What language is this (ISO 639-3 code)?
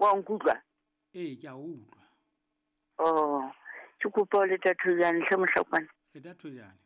sot